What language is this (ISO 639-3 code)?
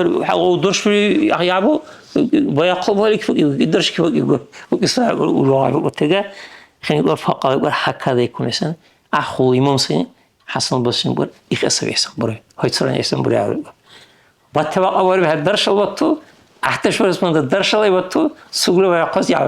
dar